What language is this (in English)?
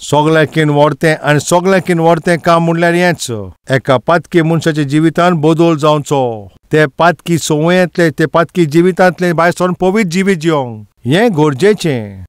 Konkani